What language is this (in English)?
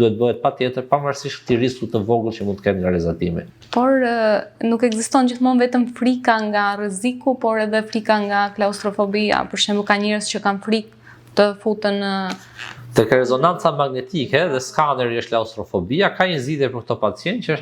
Albanian